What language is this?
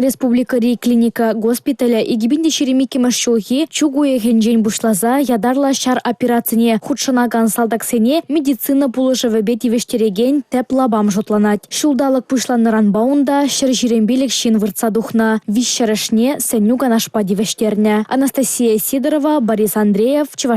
Chuvash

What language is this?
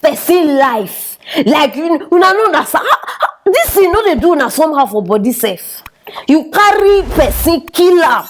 Nigerian Pidgin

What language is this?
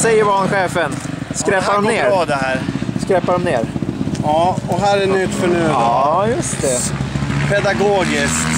Swedish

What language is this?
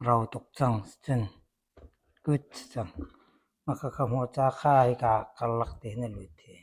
Hakha Chin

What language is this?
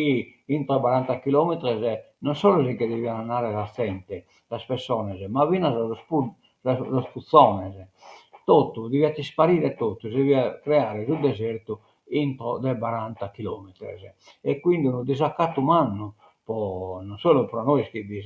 Sardinian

